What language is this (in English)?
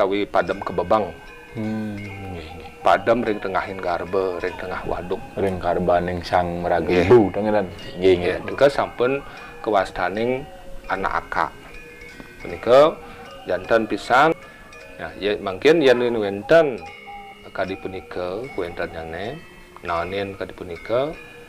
Balinese